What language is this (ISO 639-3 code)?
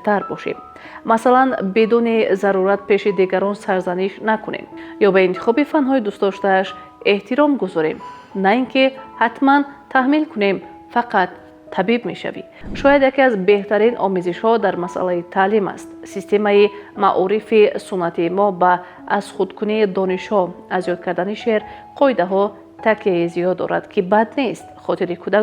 tgk